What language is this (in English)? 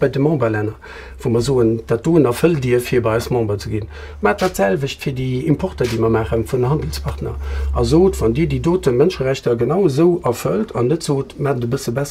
Luxembourgish